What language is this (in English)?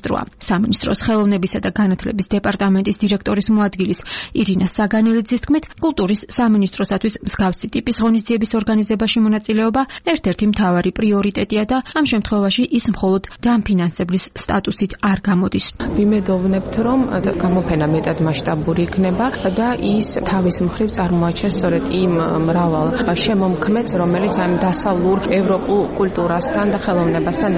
Georgian